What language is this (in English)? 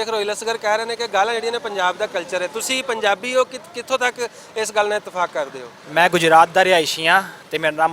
Western Panjabi